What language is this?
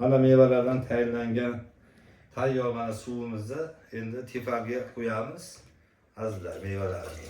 Uzbek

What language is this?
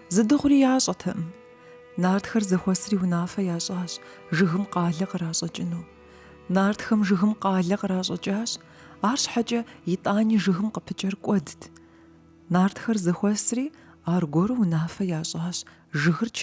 Kabardian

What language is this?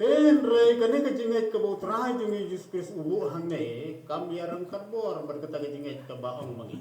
Khasi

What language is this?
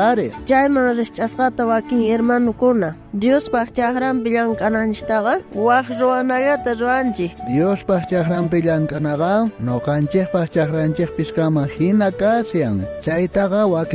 South Bolivian Quechua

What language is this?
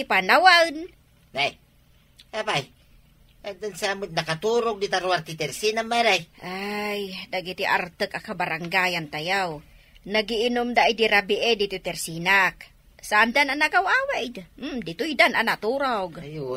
Iloko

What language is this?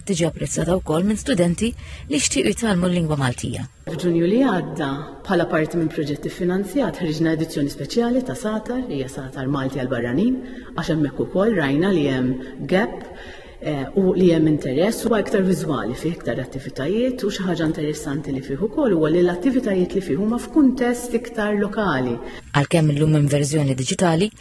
Maltese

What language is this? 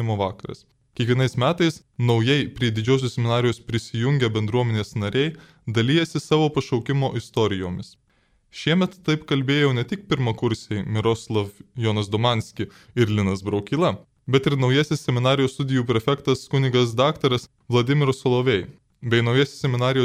Lithuanian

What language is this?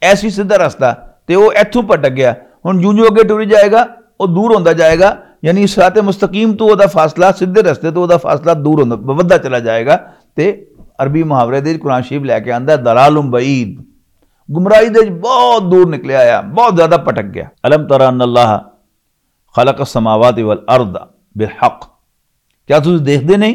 Western Panjabi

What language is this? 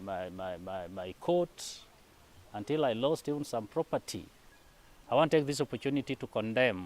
Luo (Kenya and Tanzania)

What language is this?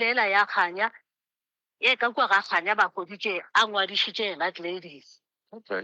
Northern Sotho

